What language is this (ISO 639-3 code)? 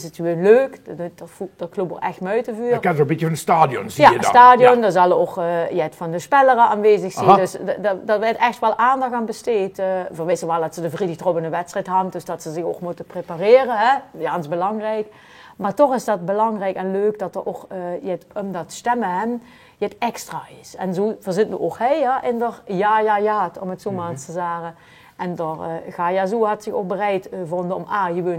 lim